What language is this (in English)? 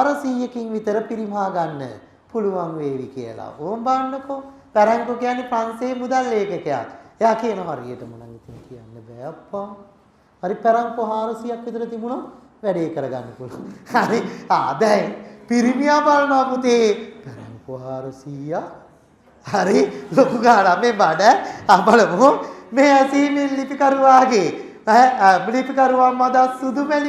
Sinhala